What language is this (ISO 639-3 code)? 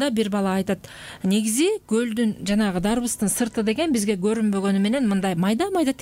kir